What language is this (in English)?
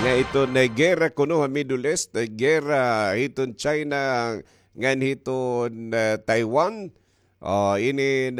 Waray